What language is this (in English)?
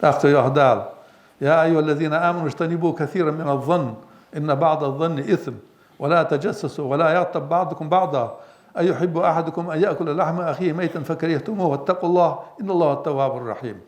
Ingush